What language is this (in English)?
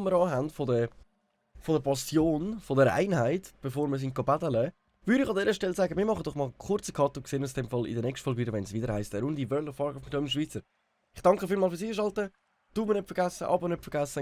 Swiss German